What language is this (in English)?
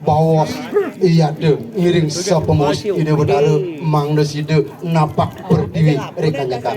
Balinese